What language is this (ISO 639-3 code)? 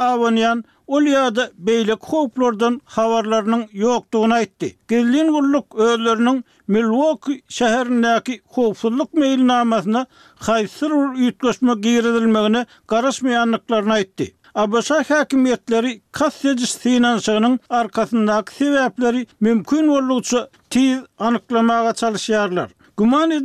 tuk